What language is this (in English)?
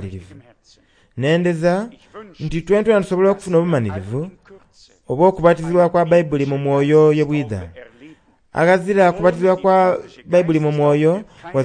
Soga